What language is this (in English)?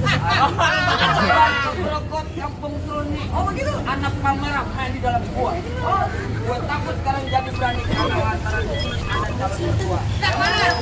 Betawi